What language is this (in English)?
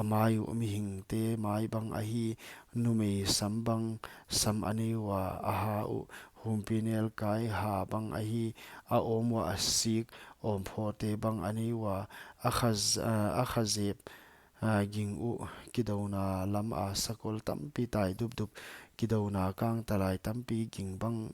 Paite Chin